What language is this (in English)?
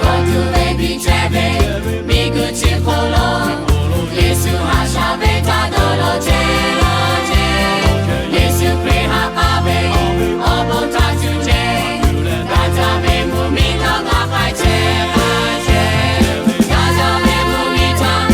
Lahu